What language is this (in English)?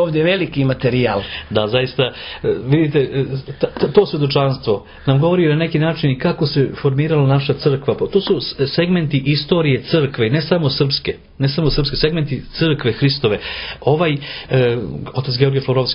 Serbian